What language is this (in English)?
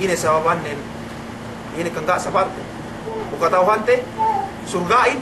Yakan